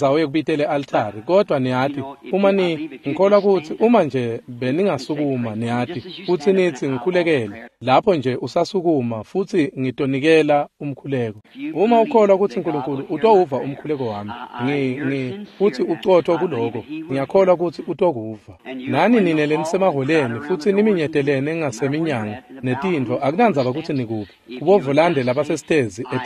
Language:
Swati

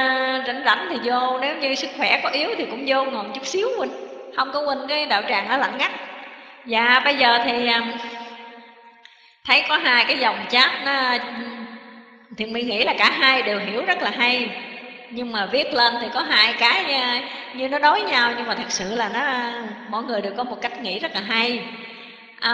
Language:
Vietnamese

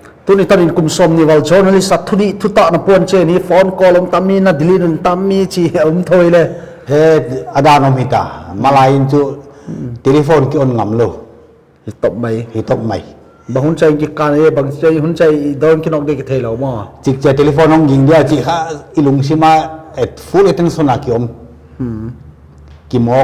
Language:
Paite Chin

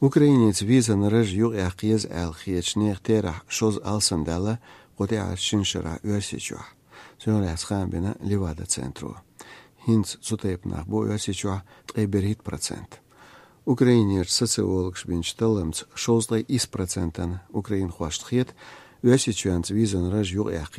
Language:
Chechen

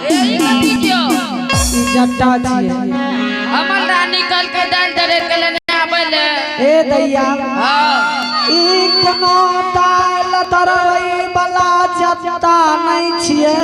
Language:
Angika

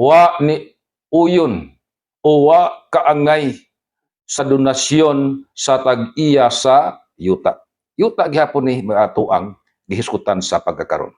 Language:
Cebuano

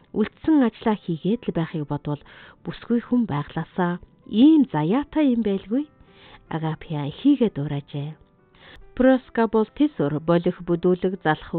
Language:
Mongolian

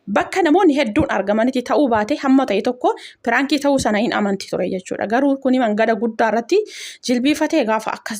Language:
Oromo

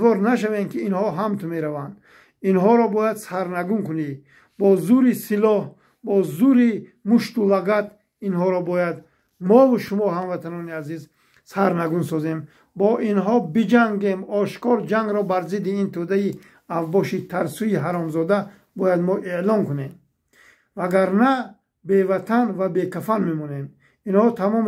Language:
Tajik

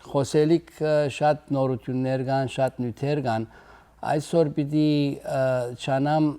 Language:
Western Armenian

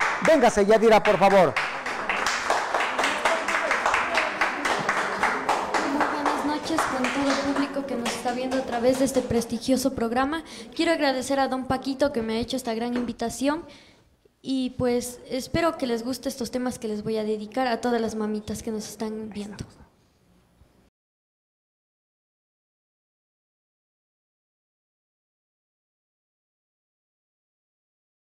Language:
Spanish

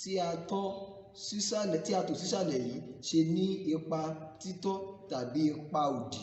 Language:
Yoruba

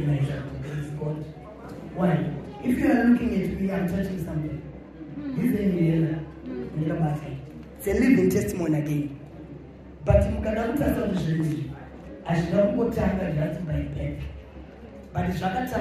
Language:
Shona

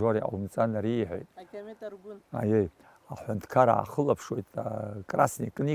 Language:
Abkhazian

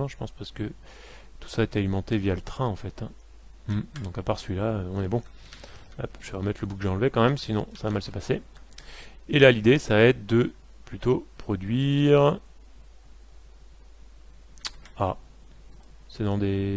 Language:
French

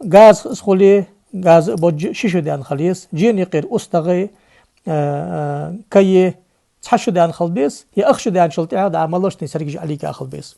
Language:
Ingush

